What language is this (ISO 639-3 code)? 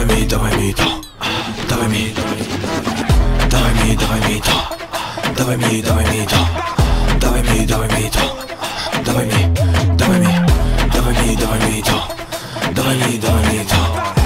pol